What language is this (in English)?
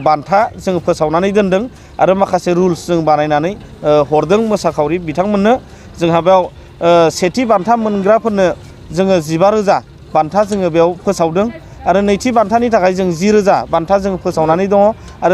Bodo